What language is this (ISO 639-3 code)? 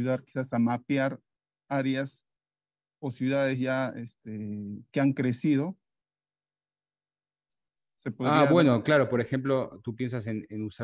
spa